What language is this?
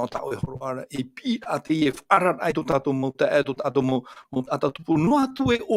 Tahitian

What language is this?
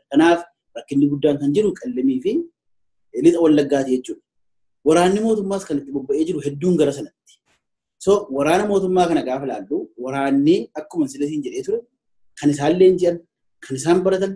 Oromo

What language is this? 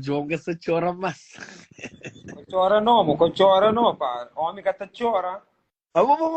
Kabuverdianu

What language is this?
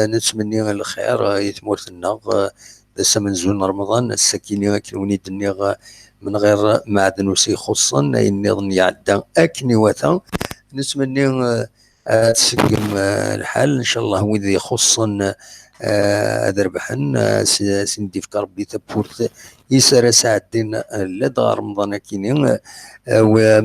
Kabyle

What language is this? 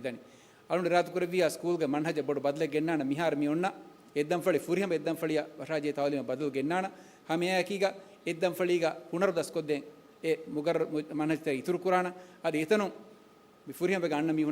Divehi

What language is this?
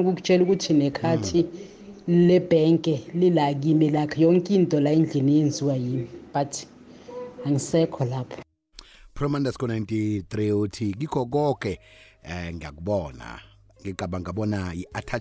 South Ndebele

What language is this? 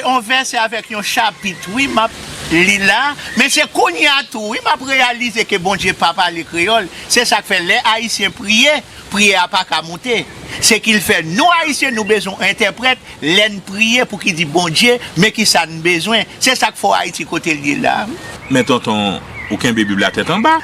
Haitian Creole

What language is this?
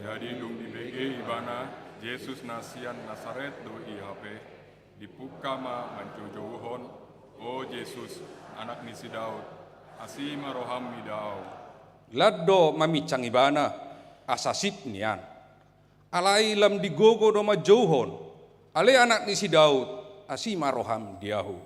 Batak Toba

